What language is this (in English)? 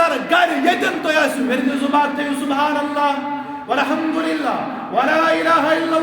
Kashmiri